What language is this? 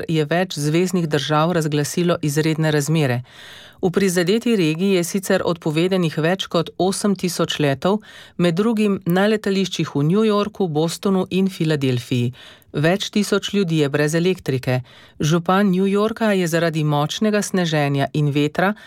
Slovenian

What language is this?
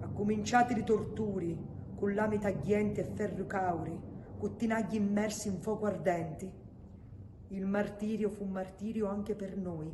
Sicilian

